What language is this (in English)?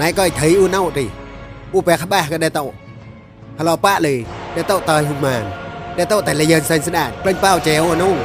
Mon